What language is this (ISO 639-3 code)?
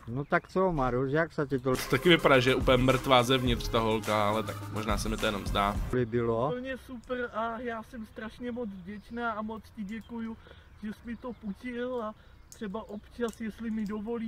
ces